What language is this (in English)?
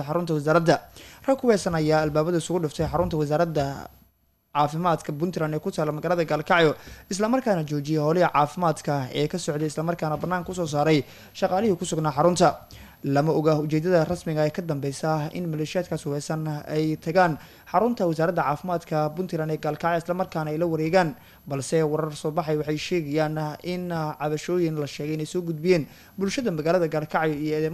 Somali